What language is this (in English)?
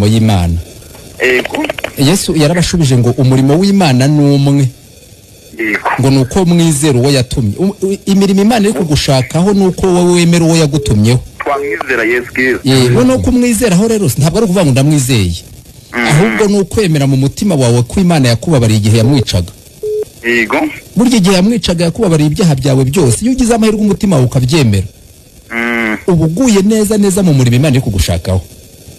Kinyarwanda